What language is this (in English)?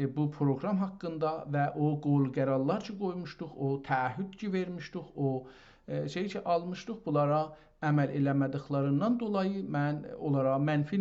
South Azerbaijani